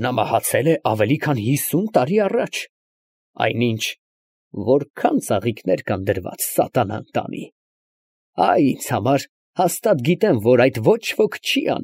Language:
Armenian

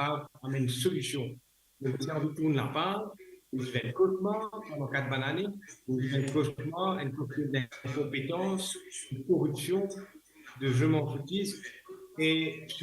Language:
Morisyen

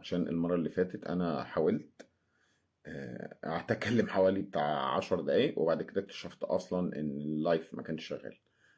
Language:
Egyptian Arabic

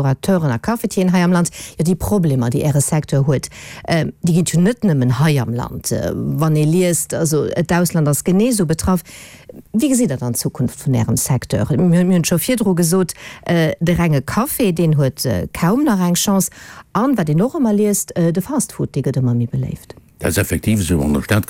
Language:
Luxembourgish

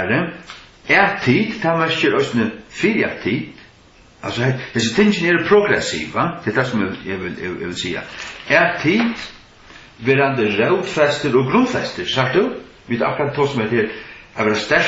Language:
Faroese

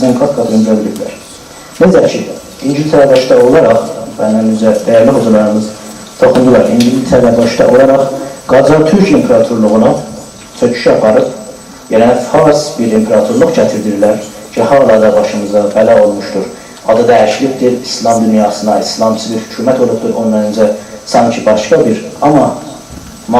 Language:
South Azerbaijani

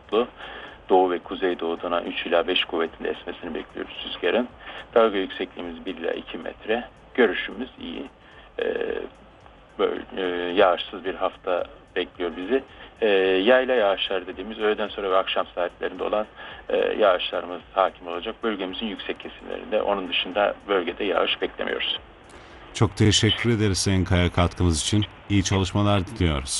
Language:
Turkish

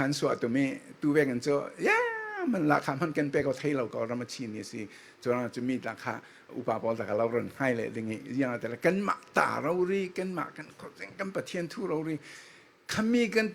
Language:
Falam Chin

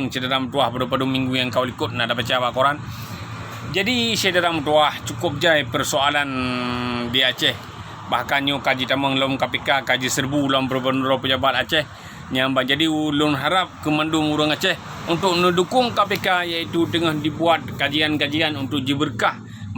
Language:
Achinese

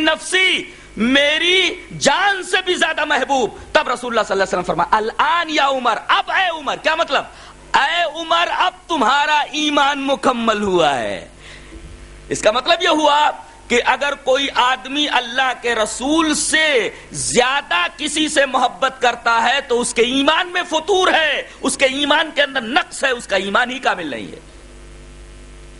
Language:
Urdu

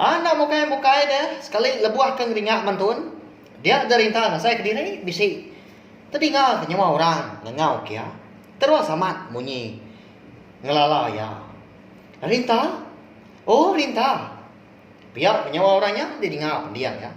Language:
Iban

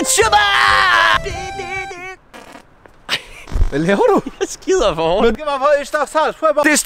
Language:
Danish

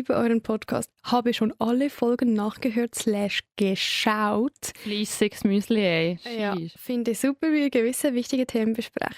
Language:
Swiss German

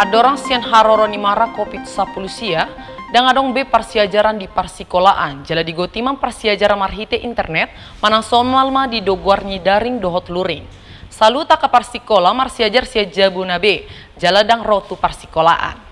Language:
Batak Toba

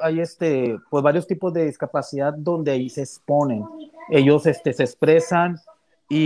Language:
Spanish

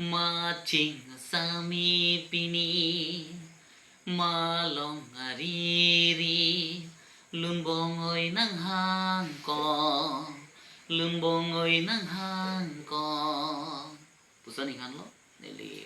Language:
Karbi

